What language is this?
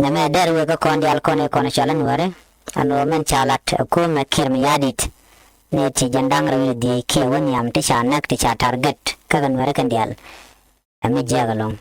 Nuer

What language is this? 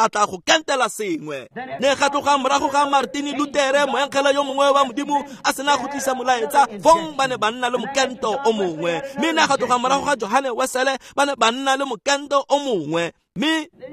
Tswana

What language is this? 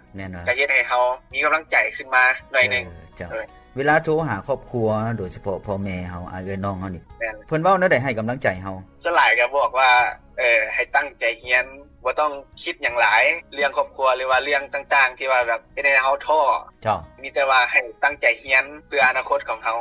Lao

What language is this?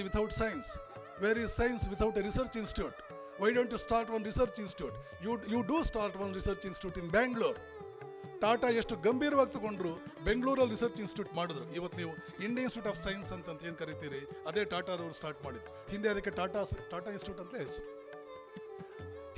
Kannada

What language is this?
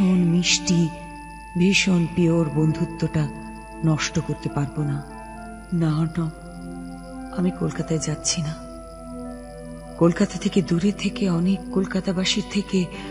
Bangla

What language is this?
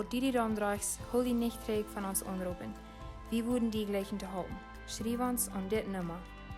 Plautdietsch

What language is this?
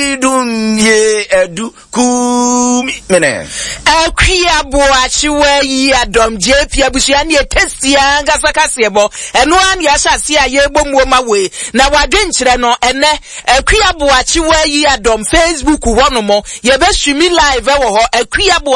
Akan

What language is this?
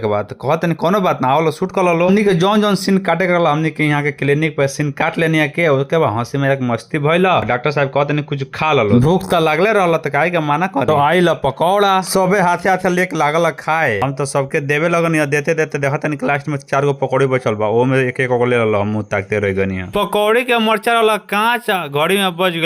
Bhojpuri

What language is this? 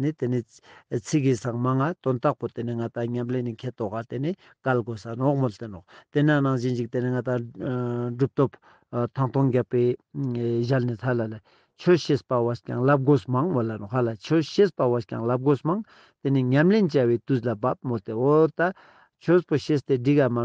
Ladakhi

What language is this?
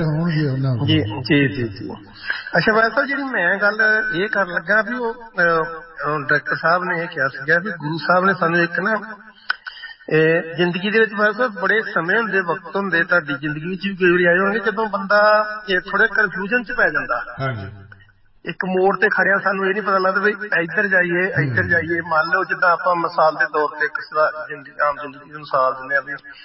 Punjabi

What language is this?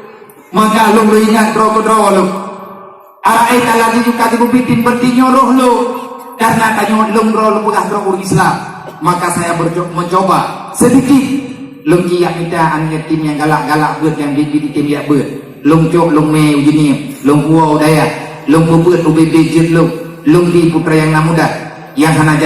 Achinese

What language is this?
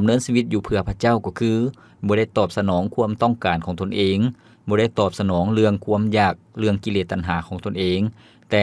Lao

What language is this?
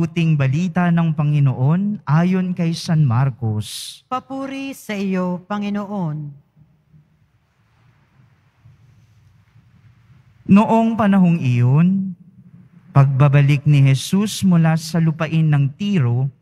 Filipino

